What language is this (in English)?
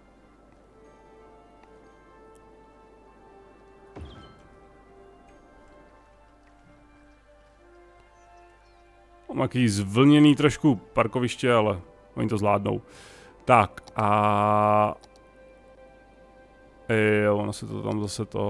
Czech